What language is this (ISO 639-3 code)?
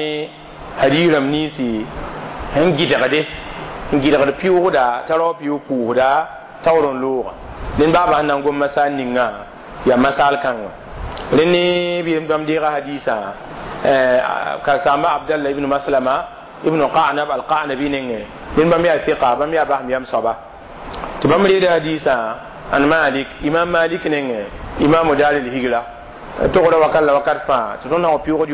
mos